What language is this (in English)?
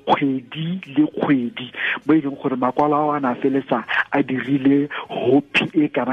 Tswana